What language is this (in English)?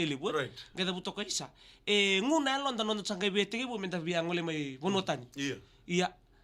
Fijian